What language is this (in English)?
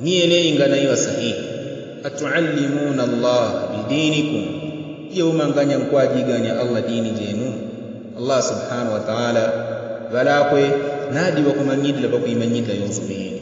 Yao